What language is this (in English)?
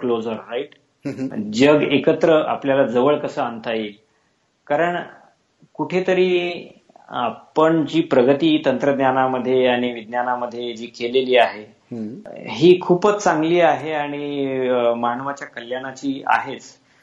Marathi